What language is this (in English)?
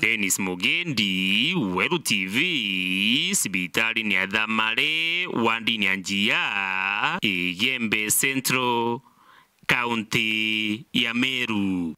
Meru